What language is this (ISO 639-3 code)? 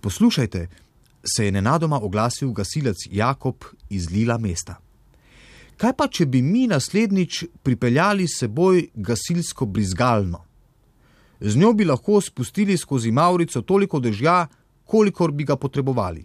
slv